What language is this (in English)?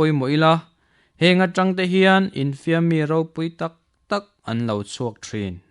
Mizo